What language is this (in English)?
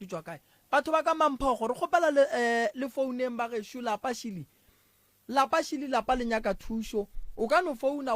Northern Sotho